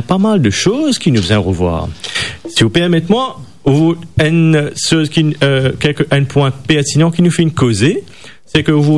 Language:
Morisyen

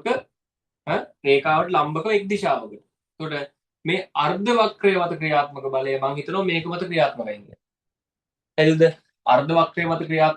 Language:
Sinhala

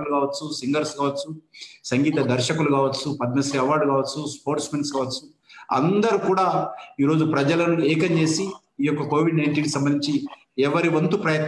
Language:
Telugu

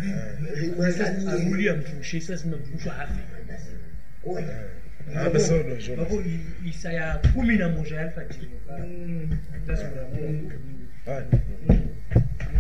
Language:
Swahili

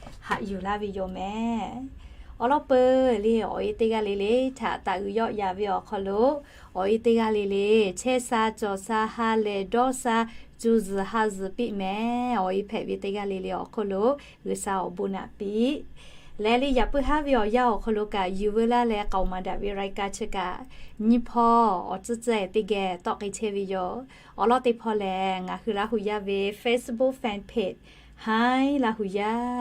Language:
Lahu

